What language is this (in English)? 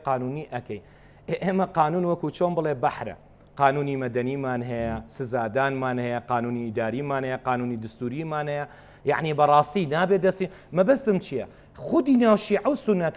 Central Kurdish